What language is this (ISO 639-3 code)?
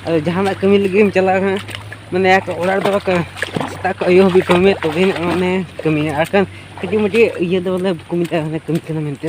sat